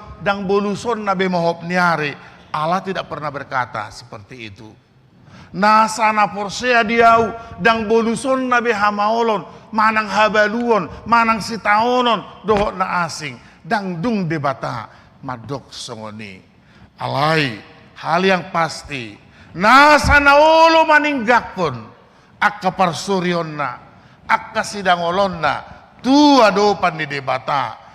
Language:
Batak Toba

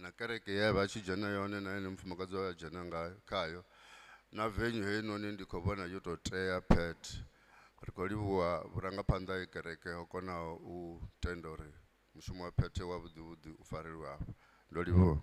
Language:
Venda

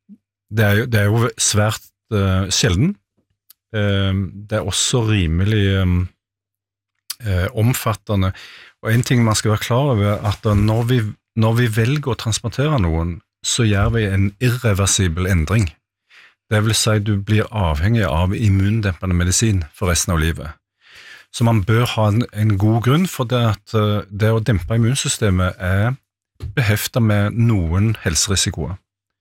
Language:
Norwegian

